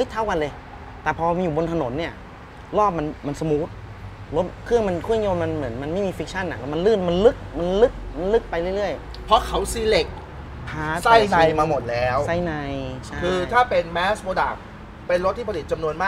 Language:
Thai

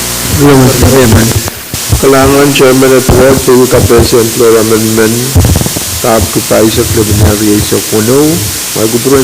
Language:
Pohnpeian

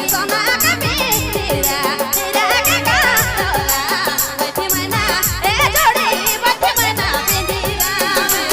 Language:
Sadri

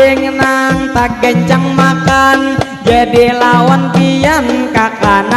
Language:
Banjar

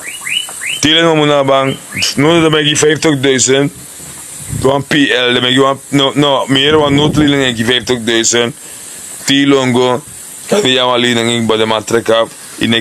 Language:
Sranan Tongo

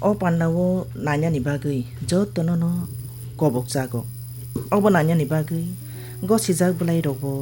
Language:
Kok Borok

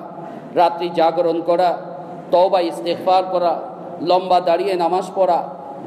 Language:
Bangla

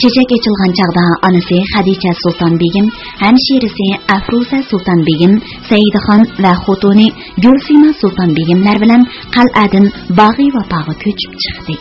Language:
Uyghur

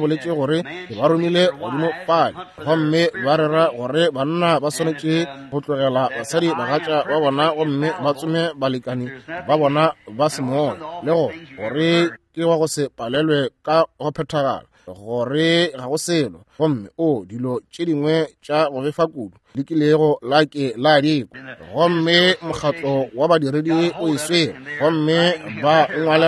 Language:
Northern Sotho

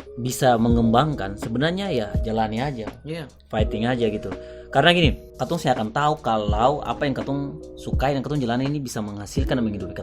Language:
Ambonese Malay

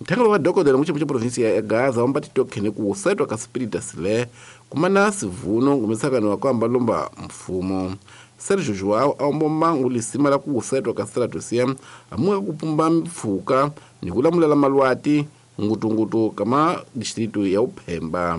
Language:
Tsonga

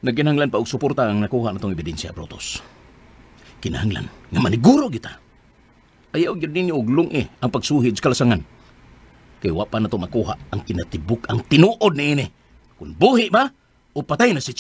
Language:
Cebuano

